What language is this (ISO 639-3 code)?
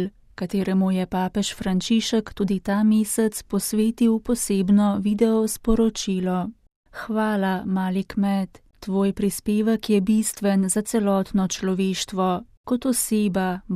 slv